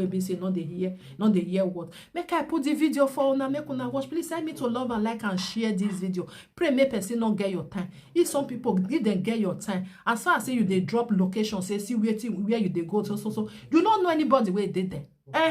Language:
Nigerian Pidgin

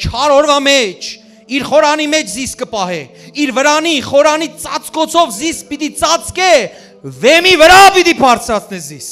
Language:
Western Armenian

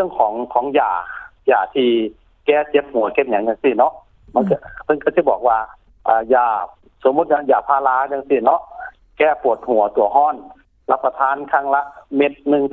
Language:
Lao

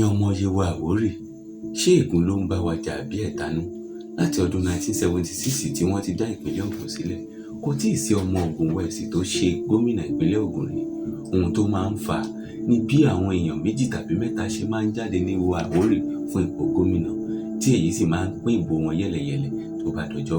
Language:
Yoruba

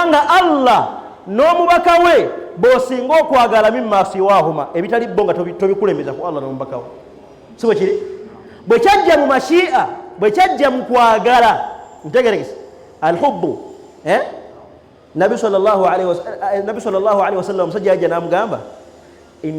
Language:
Ganda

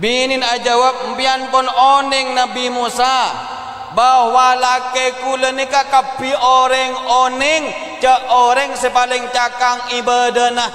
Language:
Madurese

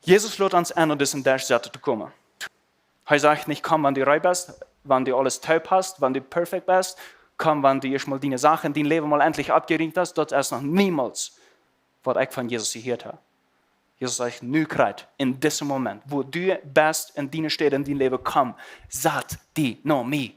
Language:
Plautdietsch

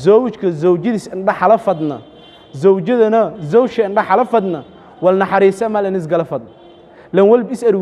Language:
Somali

